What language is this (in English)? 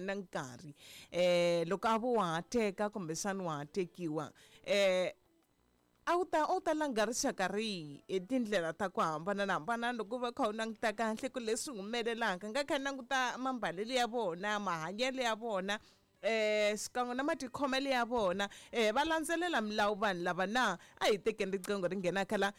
Tsonga